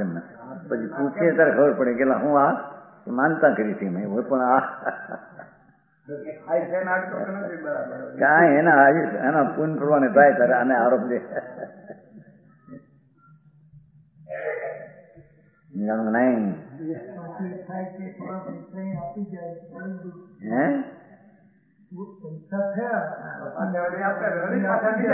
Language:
Gujarati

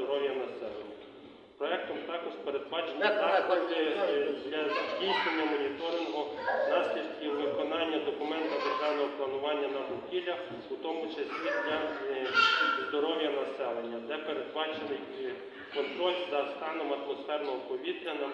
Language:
Ukrainian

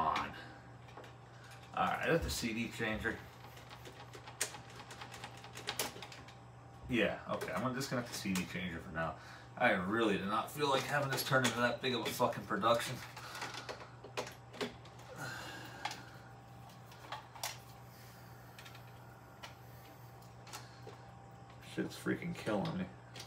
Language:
English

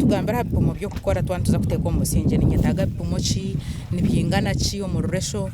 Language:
Nyankole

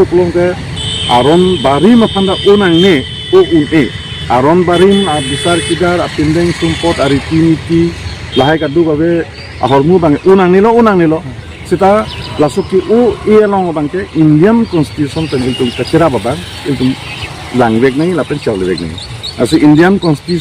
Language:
Karbi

